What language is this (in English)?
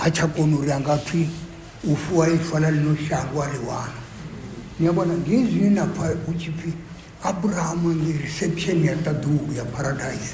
Venda